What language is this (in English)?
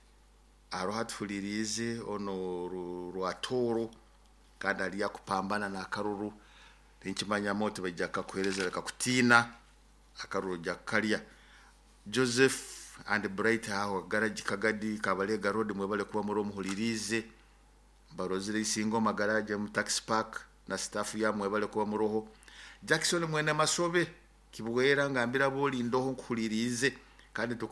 Nyoro